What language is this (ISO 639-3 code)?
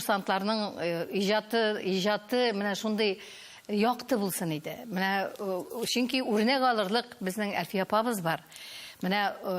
tat